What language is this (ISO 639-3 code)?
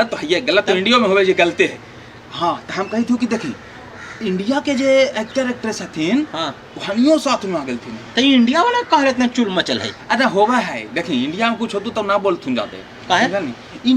mag